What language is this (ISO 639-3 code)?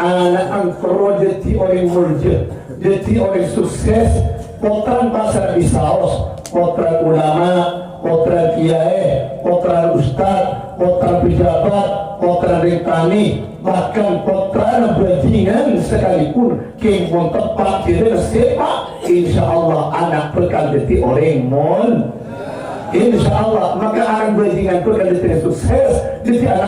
mad